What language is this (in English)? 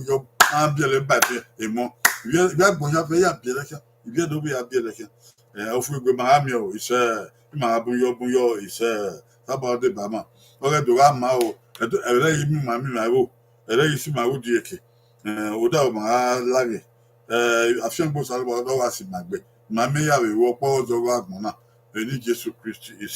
Bini